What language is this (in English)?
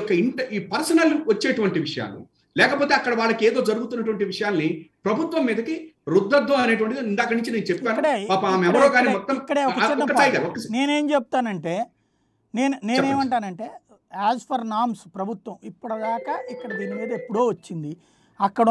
Telugu